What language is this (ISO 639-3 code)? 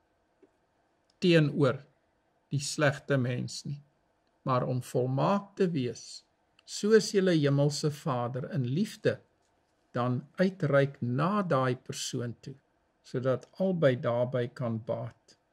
afr